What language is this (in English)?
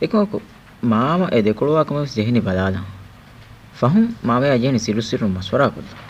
Divehi